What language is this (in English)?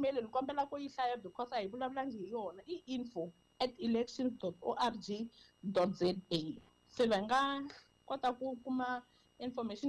Tsonga